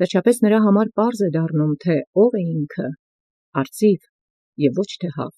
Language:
Armenian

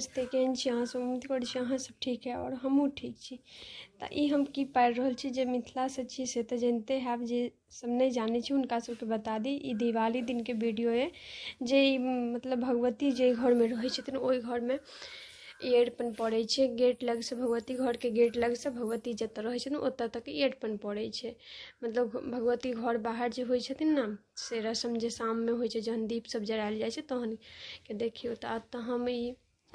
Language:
Maithili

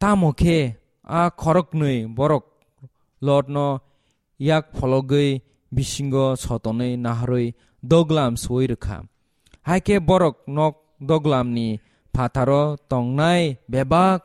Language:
Kok Borok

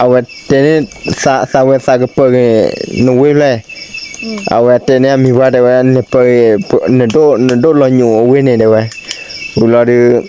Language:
S'gaw Karen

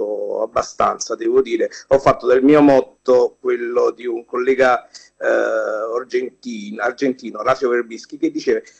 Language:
Italian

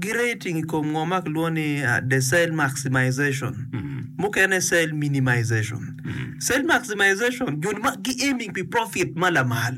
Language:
Acoli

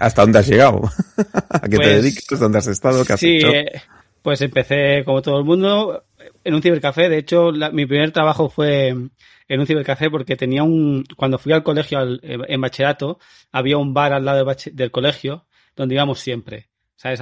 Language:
Spanish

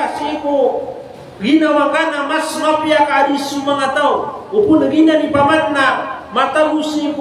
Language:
Maranao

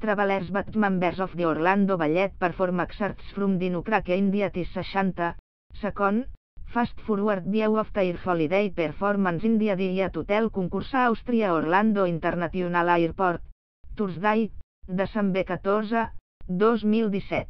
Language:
English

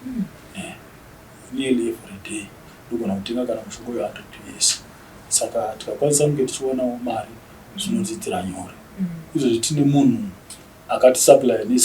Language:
Shona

